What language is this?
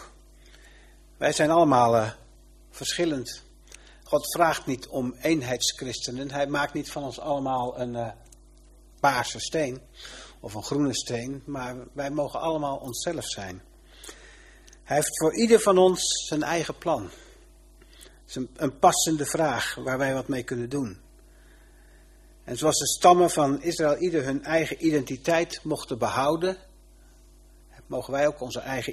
Dutch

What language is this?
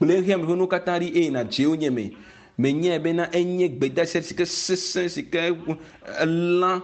Ewe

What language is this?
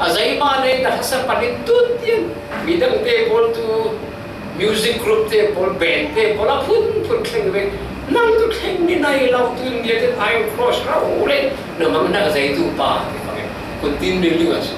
Falam Chin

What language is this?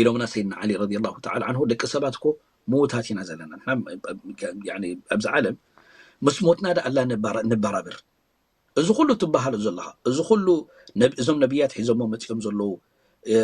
Tigrinya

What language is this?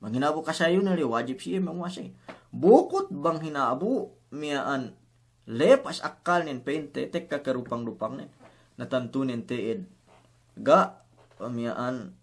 Yakan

